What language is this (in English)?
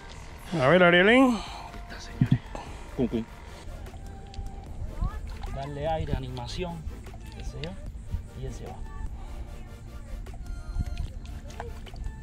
Spanish